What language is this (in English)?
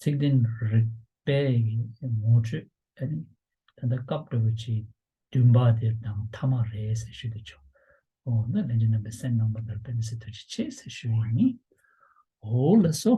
Tibetan